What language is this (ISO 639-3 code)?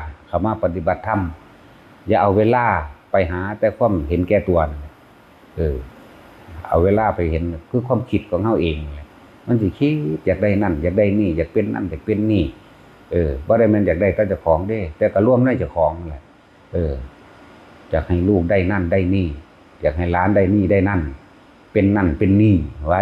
tts